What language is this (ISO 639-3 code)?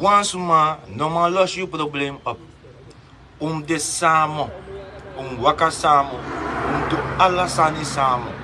srn